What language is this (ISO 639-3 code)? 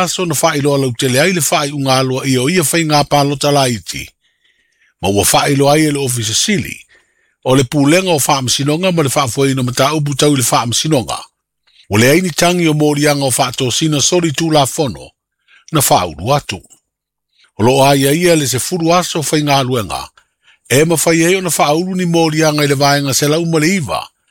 smo